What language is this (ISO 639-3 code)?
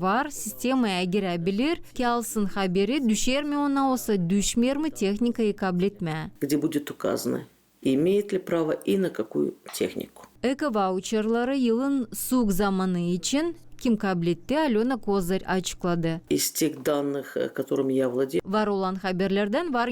gag